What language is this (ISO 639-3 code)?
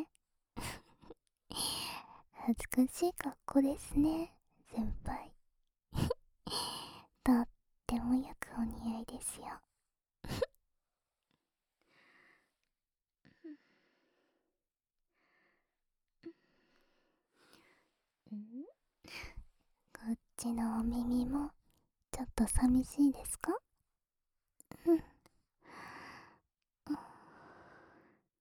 jpn